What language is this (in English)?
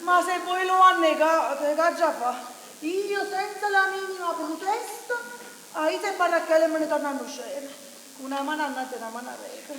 Neapolitan